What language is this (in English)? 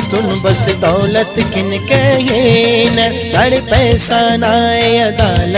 Brahui